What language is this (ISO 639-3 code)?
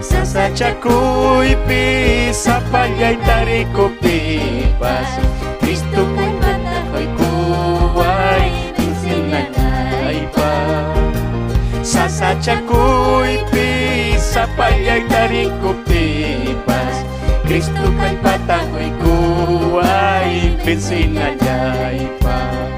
quy